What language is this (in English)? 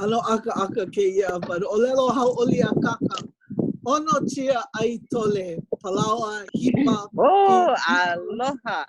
Hawaiian